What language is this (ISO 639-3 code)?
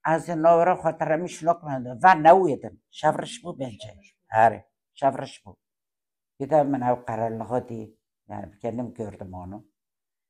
kur